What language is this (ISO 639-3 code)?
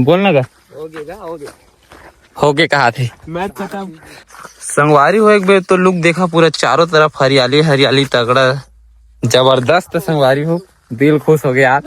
hne